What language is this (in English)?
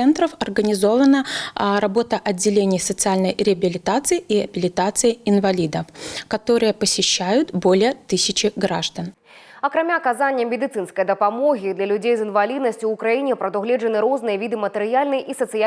Belarusian